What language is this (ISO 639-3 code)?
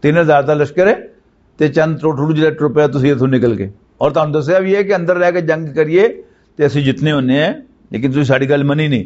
lah